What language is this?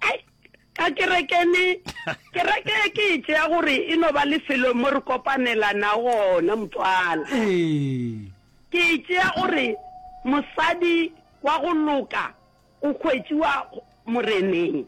Northern Sotho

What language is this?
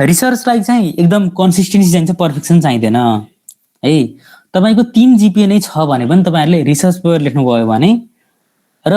Nepali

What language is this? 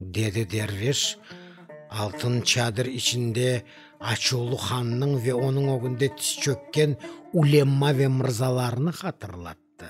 Crimean Tatar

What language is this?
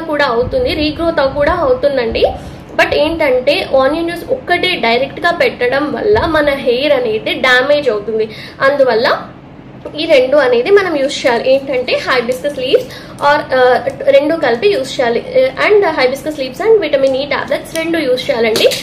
Telugu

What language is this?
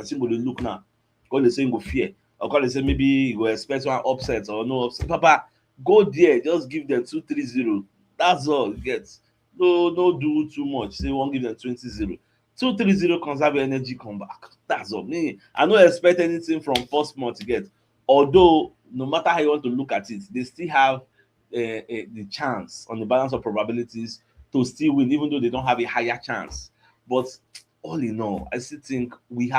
Nigerian Pidgin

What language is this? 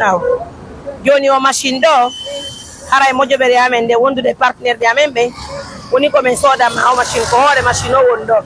Fula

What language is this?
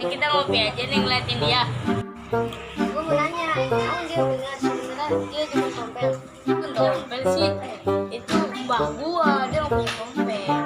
Betawi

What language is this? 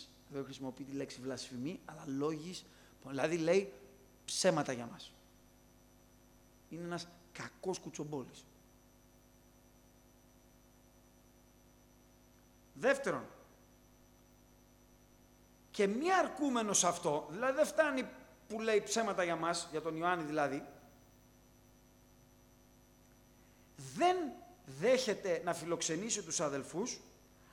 Greek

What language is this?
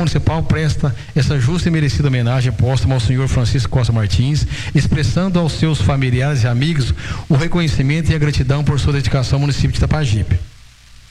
Portuguese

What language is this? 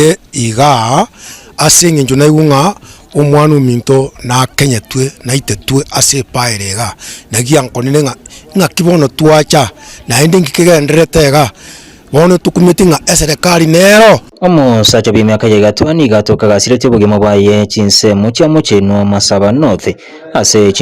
Gusii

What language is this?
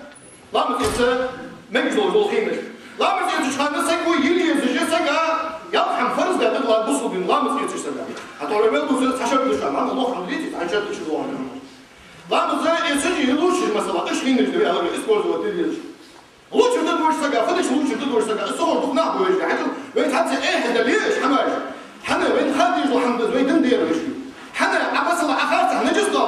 Ingush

